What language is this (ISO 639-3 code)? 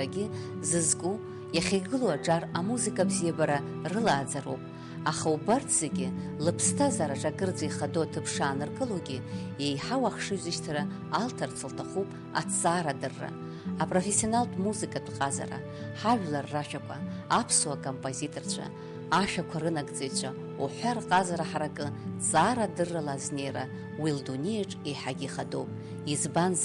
abk